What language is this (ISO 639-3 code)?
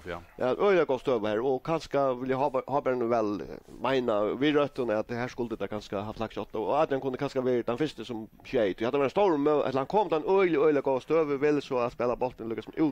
fao